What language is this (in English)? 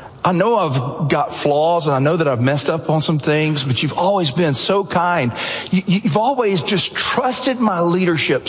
English